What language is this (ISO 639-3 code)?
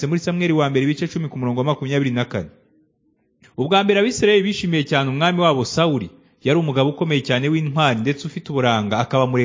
kin